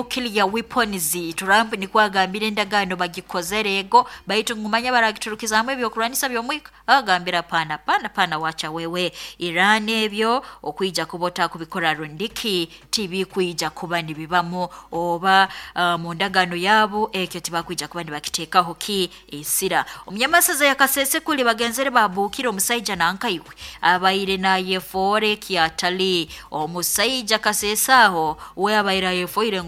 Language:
Nyoro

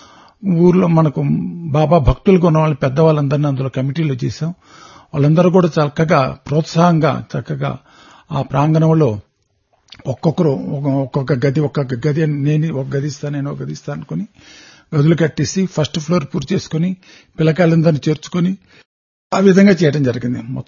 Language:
Telugu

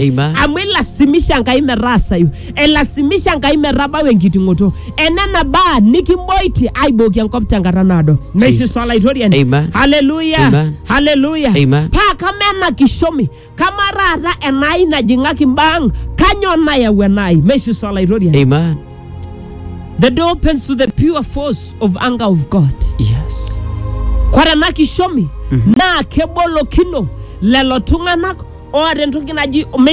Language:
Masai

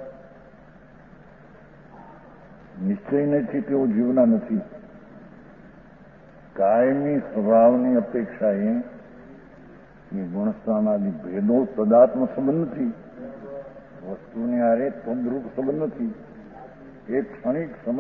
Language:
Gujarati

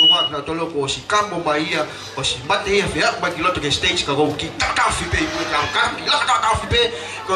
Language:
Tongan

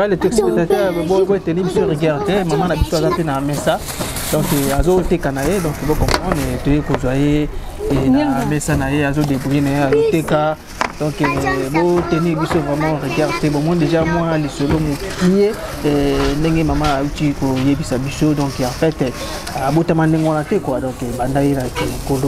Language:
Lingala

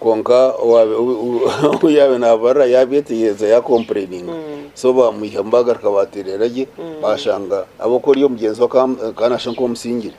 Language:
Nyankole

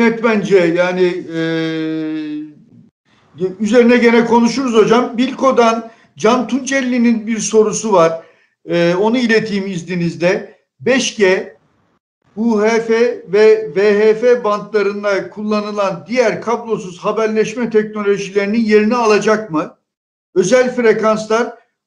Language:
Turkish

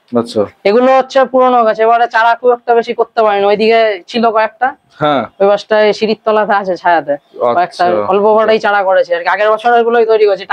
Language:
Bangla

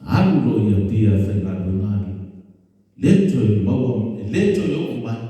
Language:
Samoan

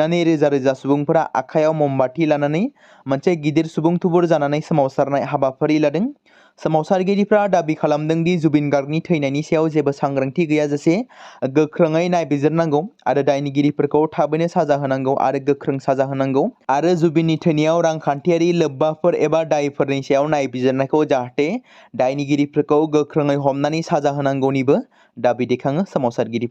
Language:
Bodo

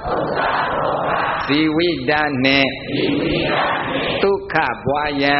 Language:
Burmese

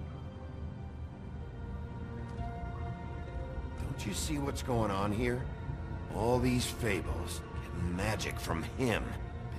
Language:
Polish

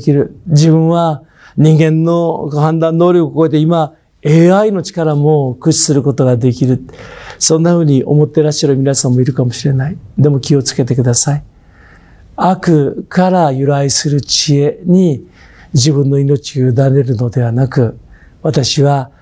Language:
Japanese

